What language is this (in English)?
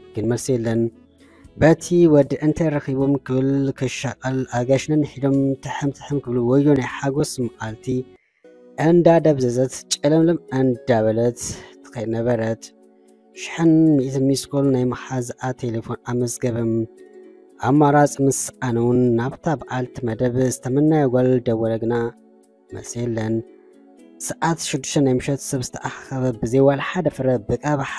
Tigrinya